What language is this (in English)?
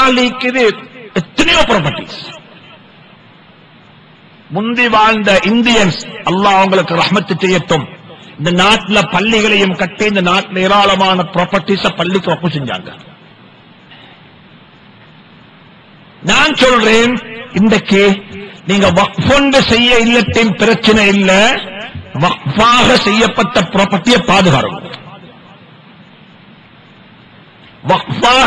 Tamil